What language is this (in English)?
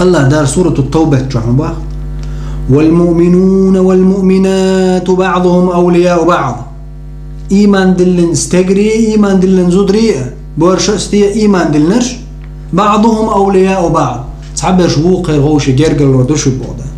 Chechen